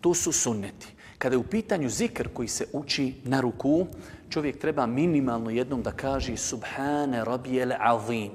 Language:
Bosnian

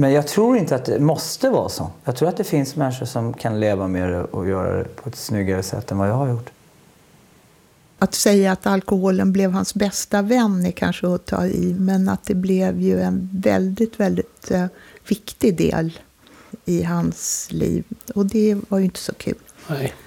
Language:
Swedish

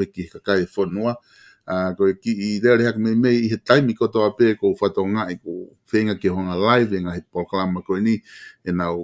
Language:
Tongan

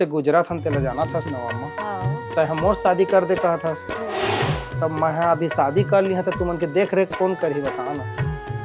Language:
Chhattisgarhi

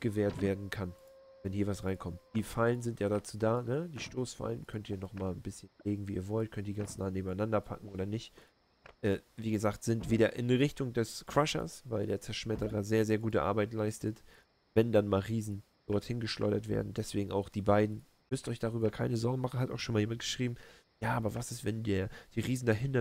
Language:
German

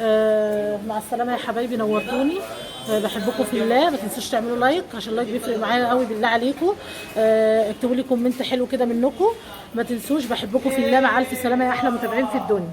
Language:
Egyptian Arabic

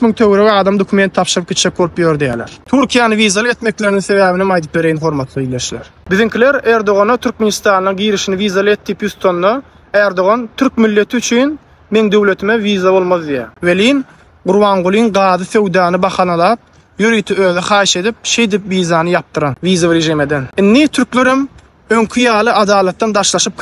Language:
Turkmen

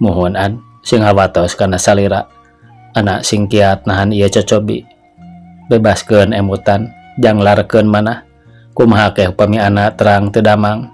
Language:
Sundanese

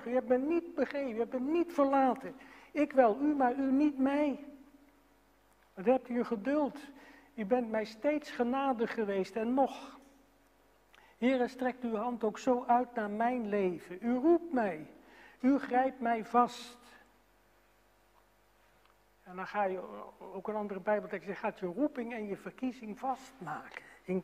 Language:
Dutch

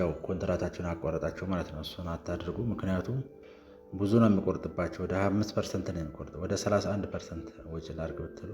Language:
Amharic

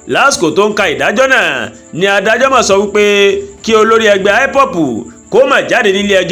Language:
Yoruba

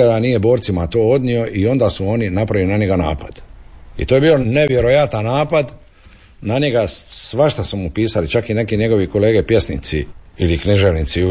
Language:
Croatian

